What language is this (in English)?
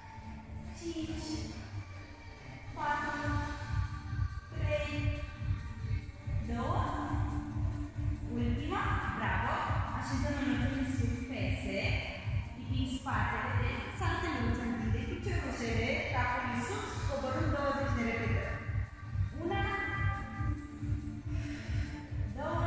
Romanian